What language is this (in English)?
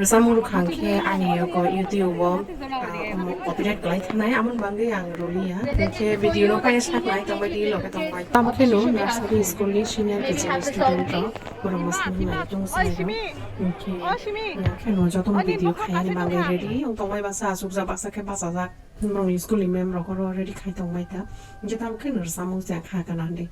Kok Borok